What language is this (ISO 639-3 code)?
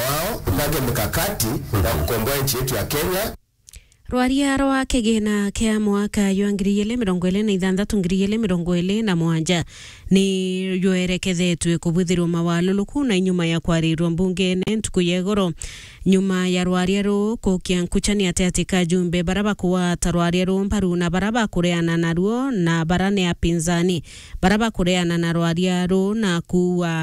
mer